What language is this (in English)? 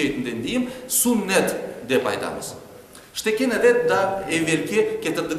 Crimean Tatar